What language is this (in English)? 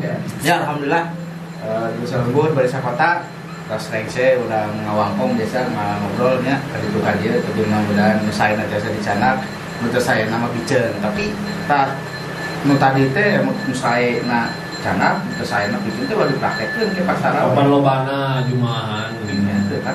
Sundanese